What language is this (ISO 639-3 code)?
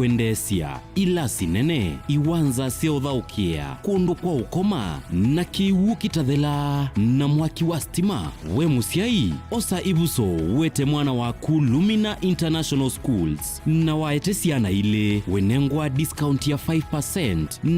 kam